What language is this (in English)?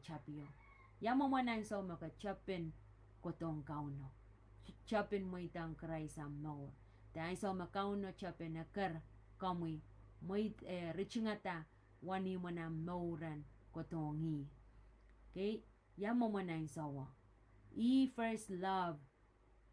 Pohnpeian